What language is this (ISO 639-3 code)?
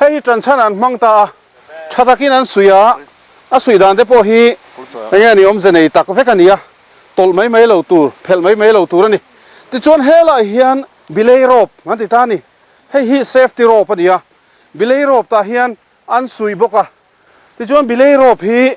lus